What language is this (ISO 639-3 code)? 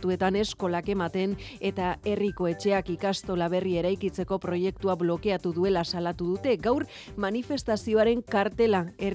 eus